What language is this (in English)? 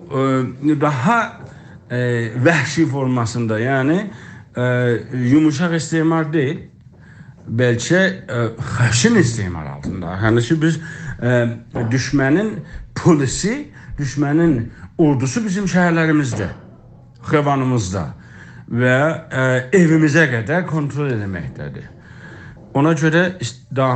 South Azerbaijani